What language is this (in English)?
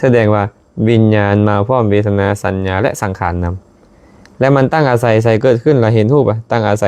Lao